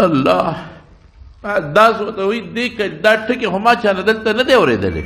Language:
Pashto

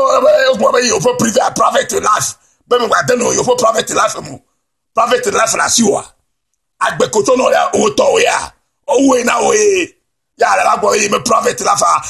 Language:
Ewe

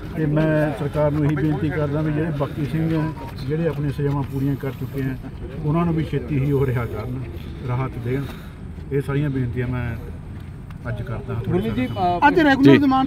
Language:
Punjabi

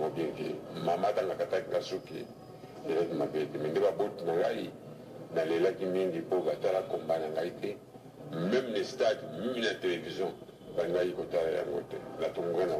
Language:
Lingala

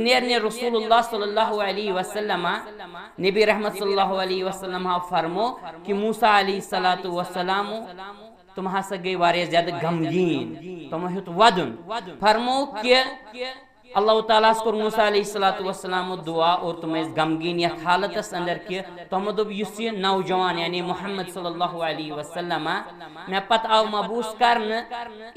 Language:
Kashmiri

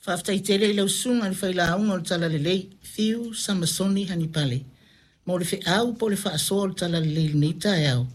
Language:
Samoan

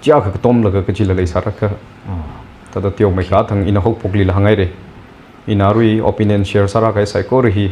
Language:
Tangkhul Naga (India)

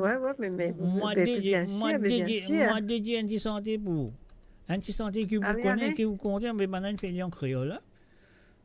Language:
Morisyen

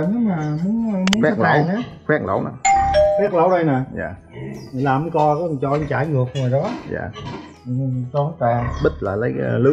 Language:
Vietnamese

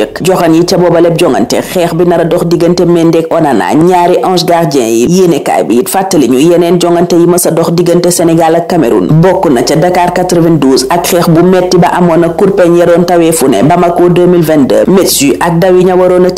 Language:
Wolof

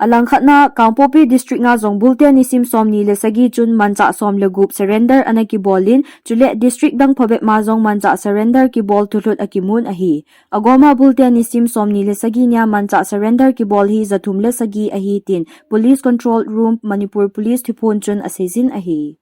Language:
Thado Chin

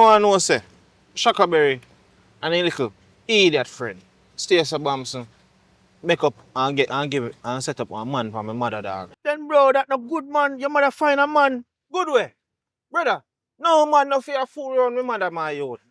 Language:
Jamaican Creole English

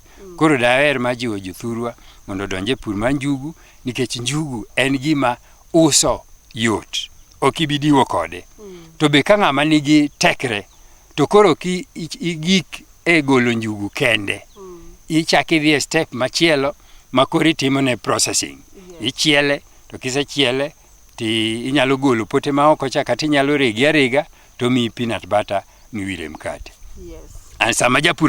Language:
Luo (Kenya and Tanzania)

